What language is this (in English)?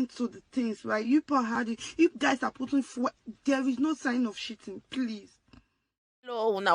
Nigerian Pidgin